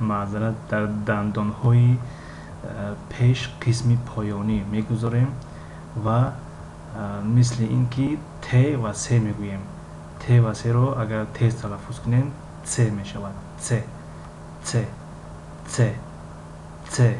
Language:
Tajik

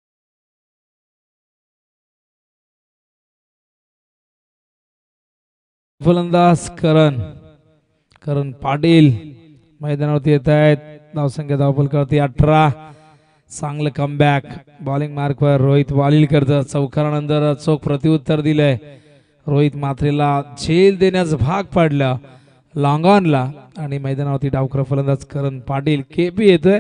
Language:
Marathi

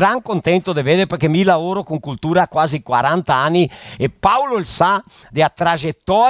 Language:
Venetian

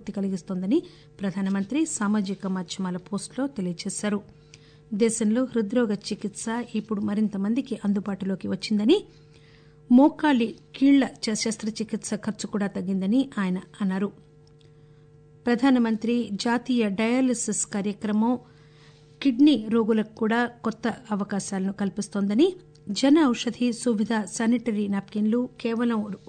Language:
Telugu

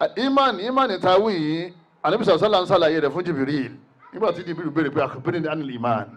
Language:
Yoruba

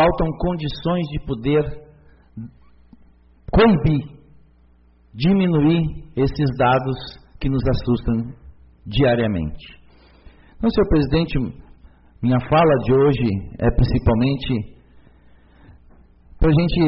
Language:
Portuguese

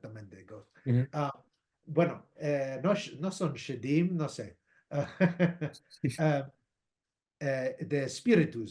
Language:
Ladino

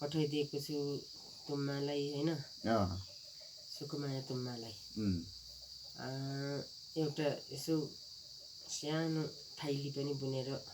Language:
Nepali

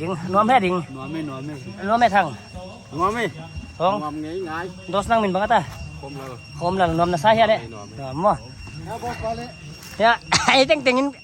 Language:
Paite Chin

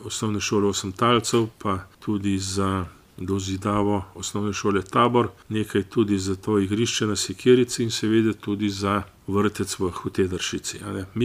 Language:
Slovenian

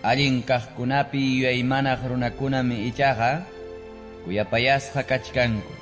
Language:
Ayacucho Quechua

